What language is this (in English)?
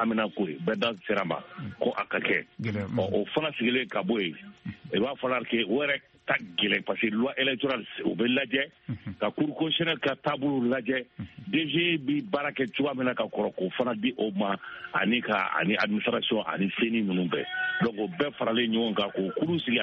Bambara